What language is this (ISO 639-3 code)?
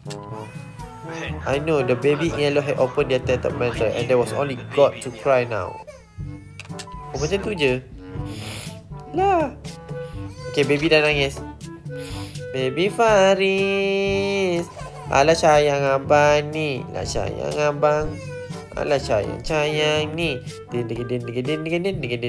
msa